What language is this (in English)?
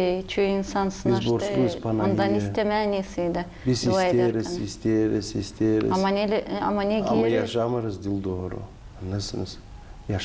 Gagauz